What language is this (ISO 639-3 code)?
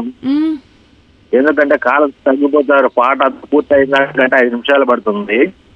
tel